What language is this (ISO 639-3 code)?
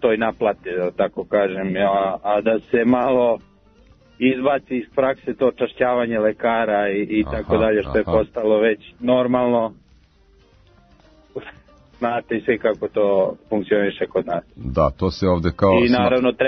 srp